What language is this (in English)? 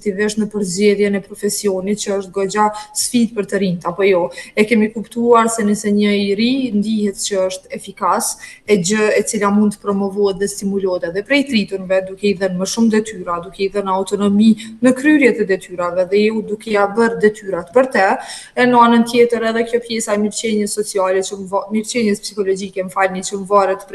Albanian